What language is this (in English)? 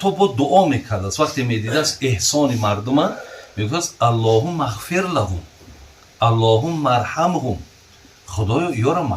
Tajik